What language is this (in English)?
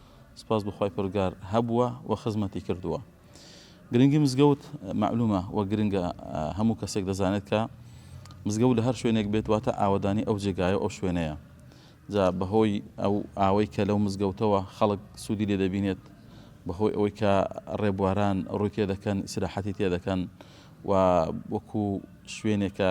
Central Kurdish